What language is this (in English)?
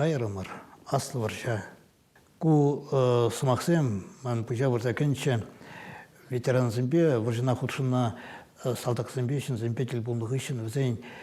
Chuvash